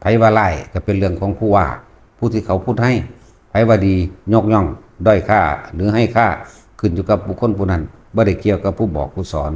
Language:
Northeastern Thai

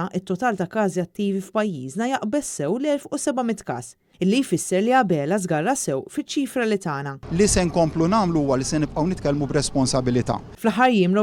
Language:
Maltese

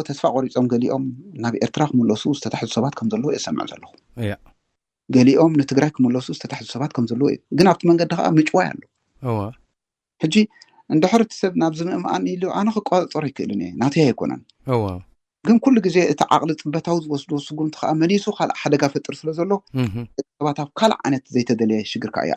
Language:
Tigrinya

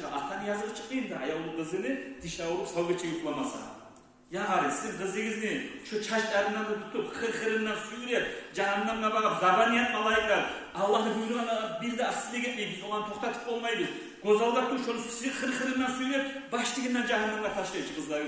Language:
Kumyk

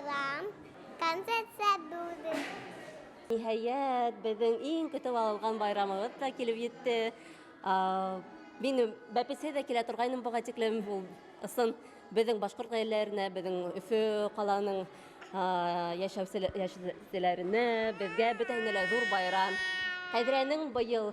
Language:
Bashkir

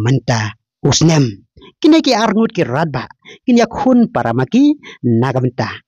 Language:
Khasi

